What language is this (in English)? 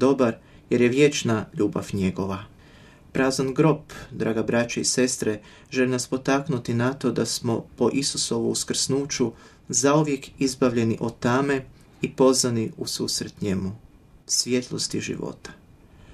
Croatian